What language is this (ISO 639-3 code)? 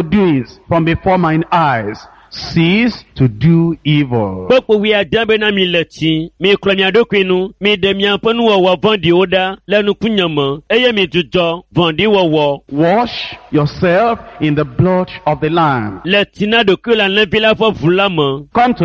ewe